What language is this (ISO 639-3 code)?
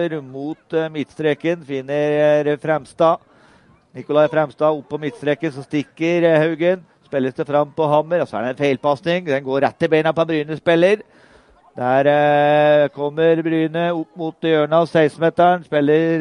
nor